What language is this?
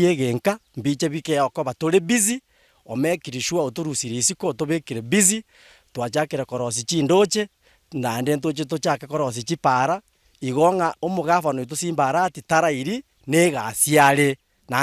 Gusii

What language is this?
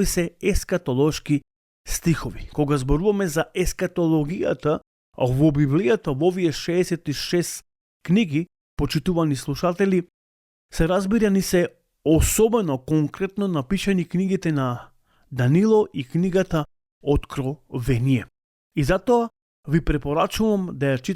Macedonian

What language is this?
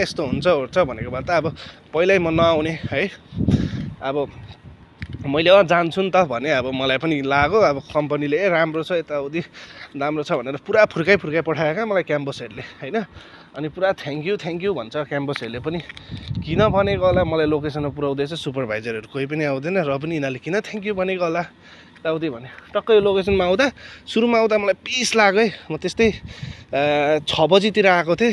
Nepali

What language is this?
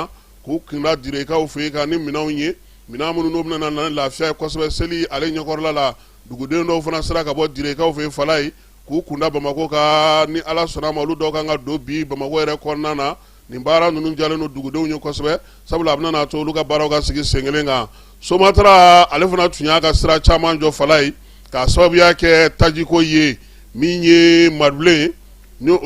Bambara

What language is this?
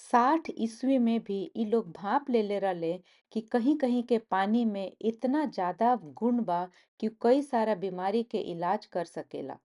Bhojpuri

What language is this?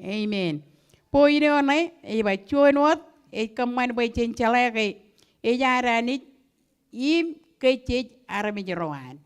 Marshallese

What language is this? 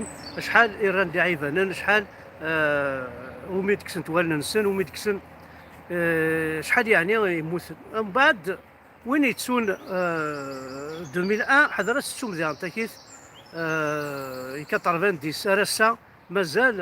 Kabyle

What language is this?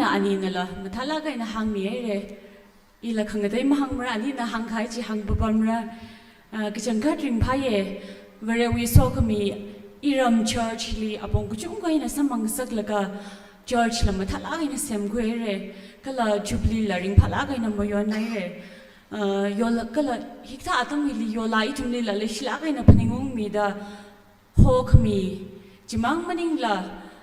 Tangkhul Naga (India)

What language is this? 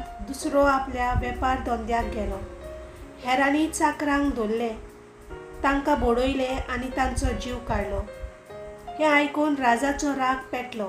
Konkani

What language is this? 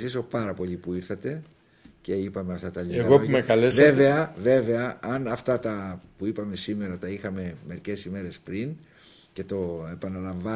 Greek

